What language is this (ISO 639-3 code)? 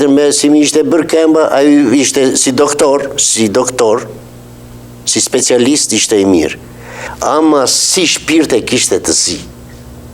sqi